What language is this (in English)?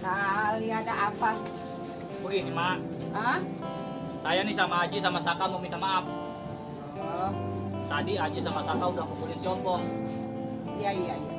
Betawi